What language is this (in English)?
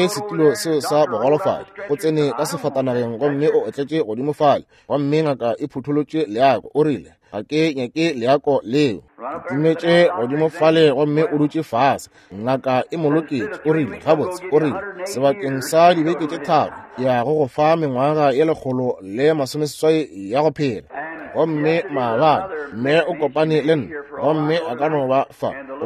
Northern Sotho